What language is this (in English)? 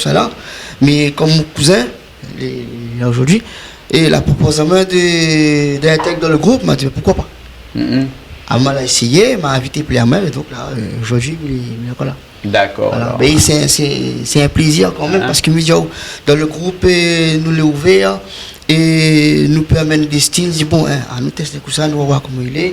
Réunion Creole French